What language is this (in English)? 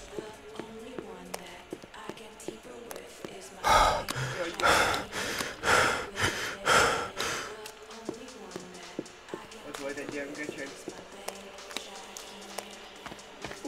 Hungarian